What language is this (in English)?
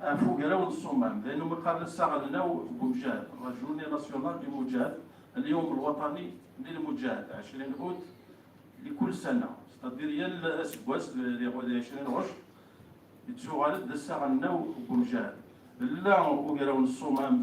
Kabyle